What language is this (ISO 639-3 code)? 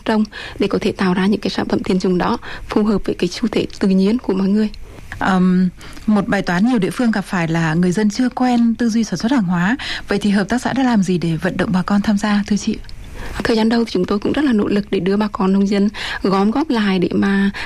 vie